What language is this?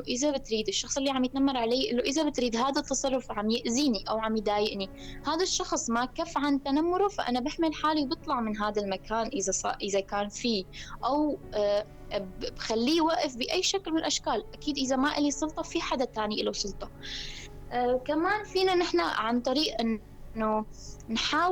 North Levantine Arabic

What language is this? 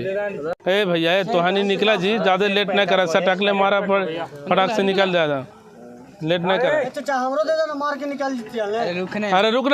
Magahi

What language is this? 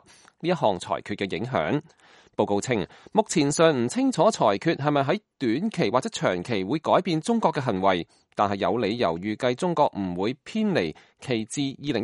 Cantonese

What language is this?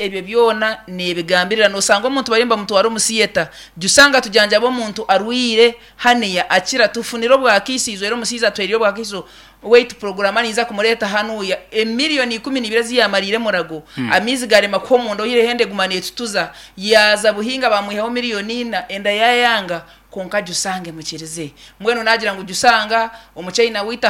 Nyankole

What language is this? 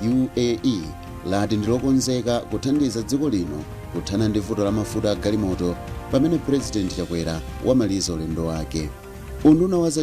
Nyanja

